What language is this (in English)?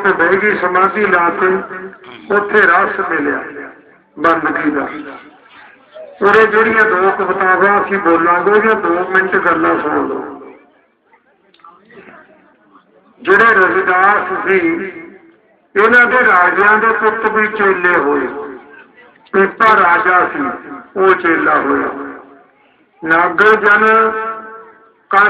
Punjabi